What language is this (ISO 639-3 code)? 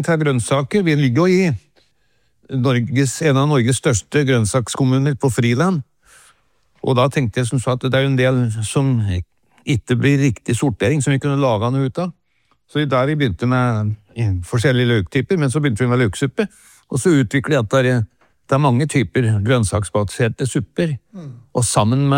nor